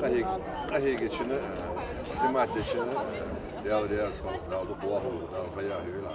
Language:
Ingush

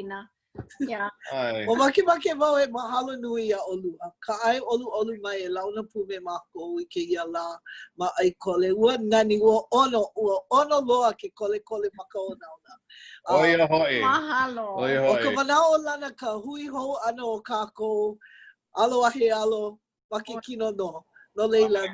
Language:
Hawaiian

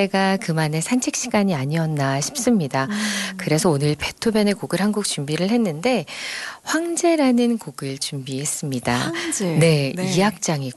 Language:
Korean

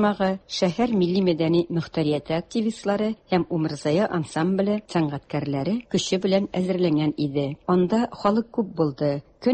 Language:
Tatar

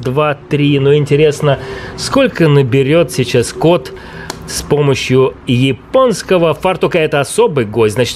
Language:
Russian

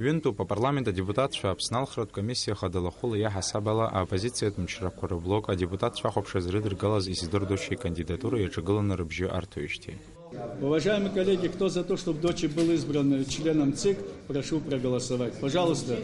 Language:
Abkhazian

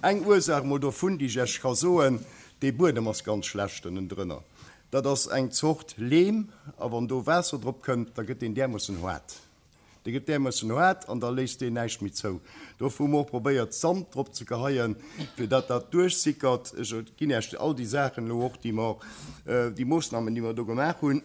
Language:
Luxembourgish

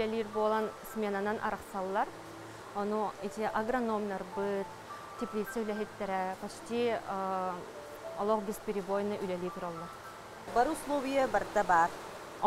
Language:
Yakut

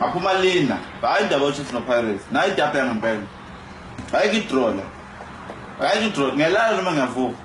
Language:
Zulu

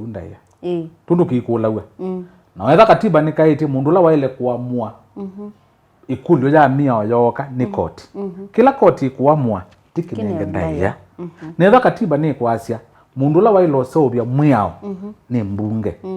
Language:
Kamba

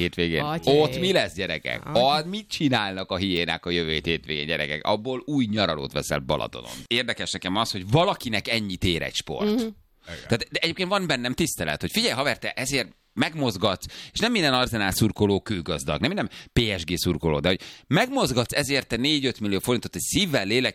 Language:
Hungarian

